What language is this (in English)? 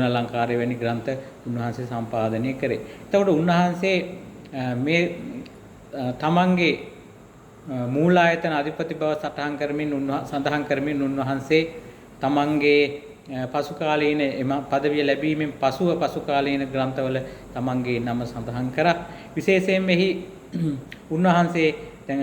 Sinhala